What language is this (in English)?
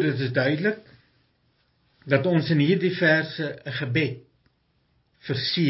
Afrikaans